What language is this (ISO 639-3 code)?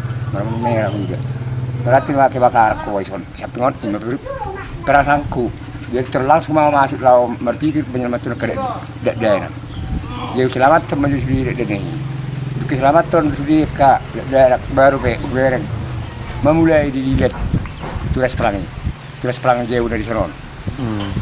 bbc